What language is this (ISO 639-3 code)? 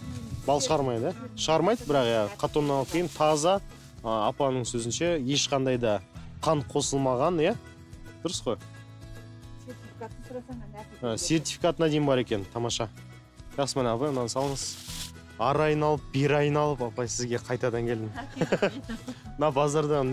kaz